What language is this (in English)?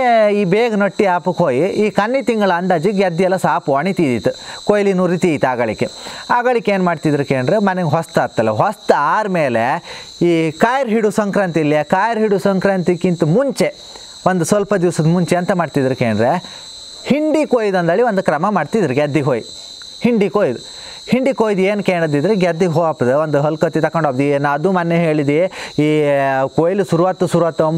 Kannada